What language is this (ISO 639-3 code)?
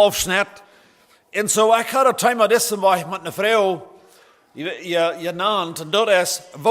pdt